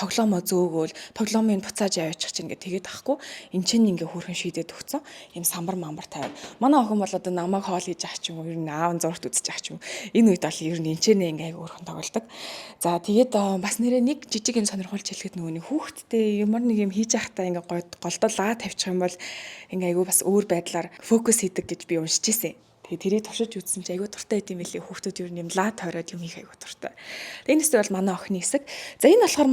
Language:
Mongolian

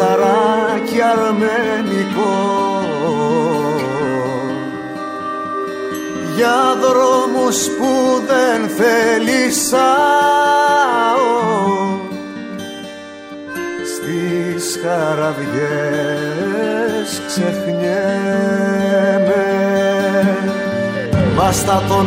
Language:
Greek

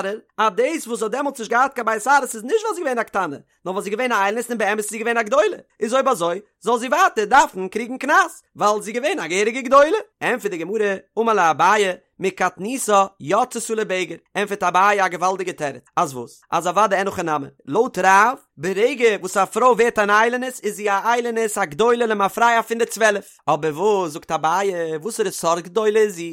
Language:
Yiddish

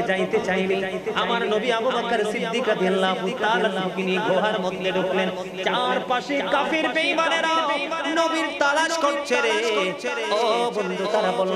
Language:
Bangla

